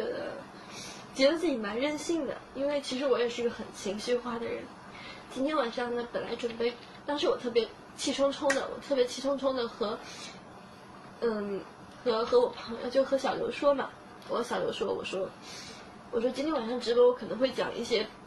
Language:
Chinese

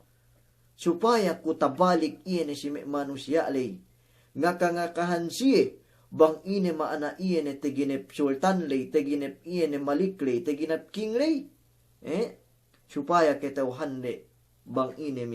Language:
Yakan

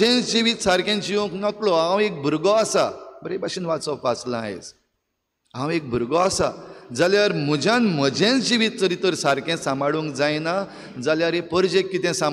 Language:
Konkani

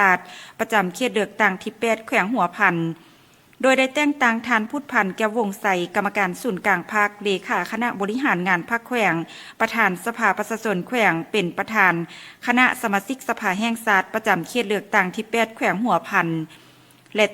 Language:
Lao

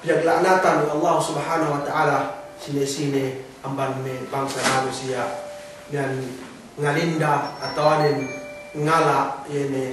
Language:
Yakan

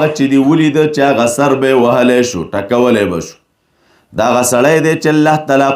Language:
Pashto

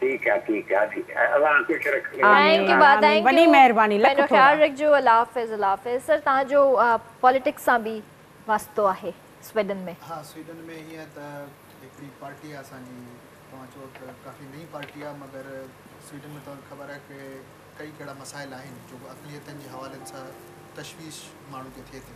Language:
Sindhi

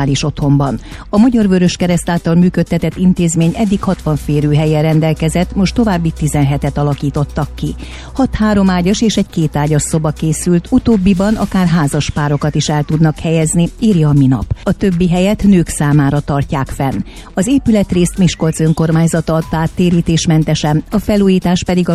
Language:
Hungarian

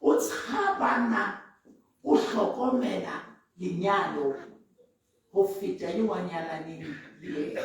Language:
Southern Sotho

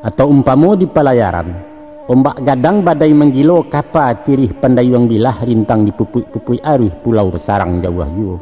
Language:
Minangkabau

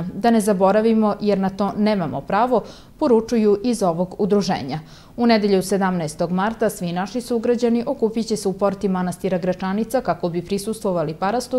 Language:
Serbian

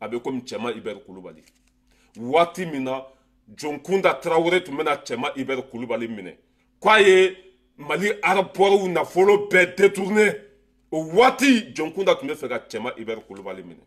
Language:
Bambara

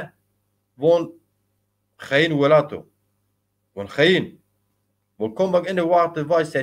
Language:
Zaza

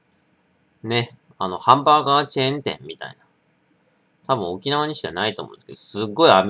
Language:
Japanese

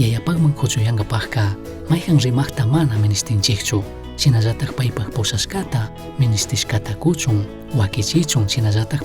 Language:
Chimborazo Highland Quichua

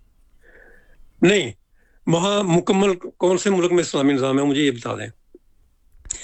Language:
Urdu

